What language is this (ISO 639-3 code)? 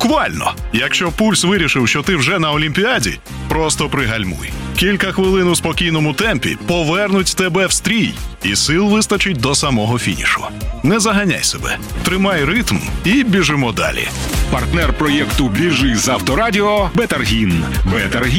ukr